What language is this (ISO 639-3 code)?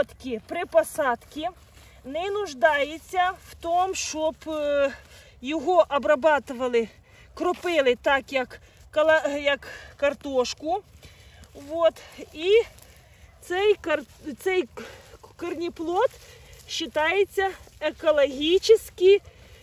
ukr